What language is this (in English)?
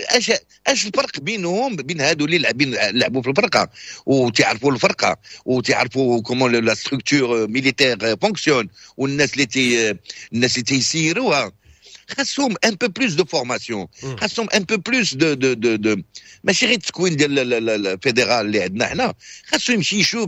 Moroccan Arabic